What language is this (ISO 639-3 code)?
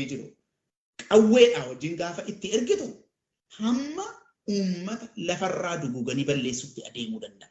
orm